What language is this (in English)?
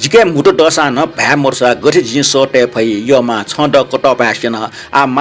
Newari